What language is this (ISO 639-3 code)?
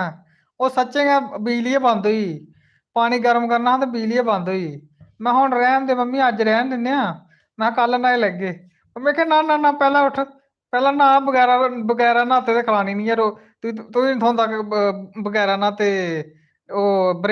doi